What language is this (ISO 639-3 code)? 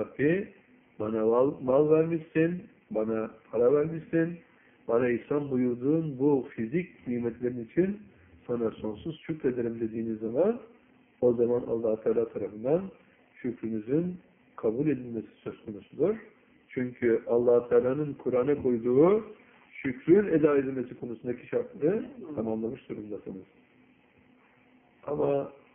tur